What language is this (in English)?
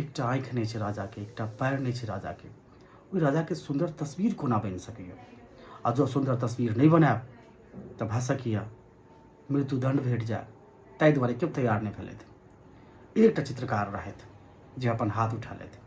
Maithili